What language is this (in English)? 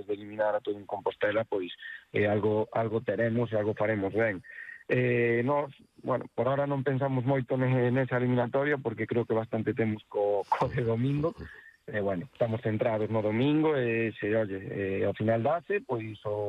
Galician